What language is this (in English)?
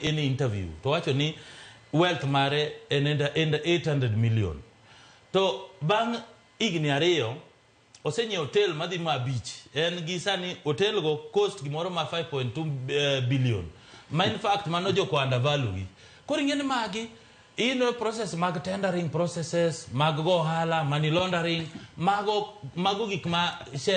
Luo (Kenya and Tanzania)